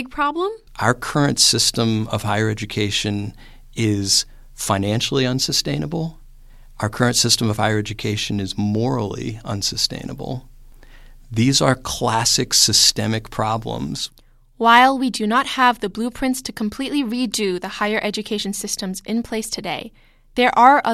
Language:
English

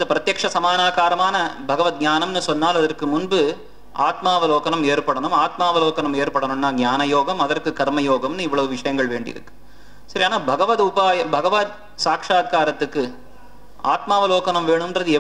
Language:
Tamil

